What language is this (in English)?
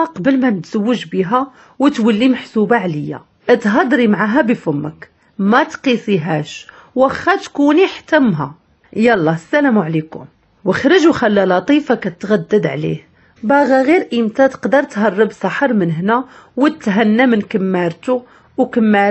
Moroccan Arabic